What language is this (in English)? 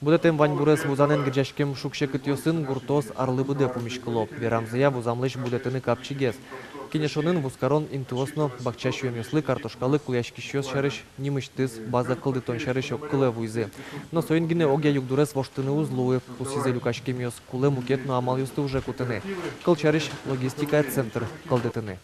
Udmurt